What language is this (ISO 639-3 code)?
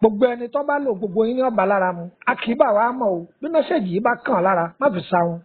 yor